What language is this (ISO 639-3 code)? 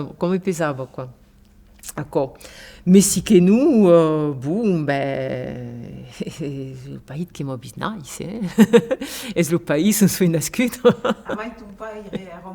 oci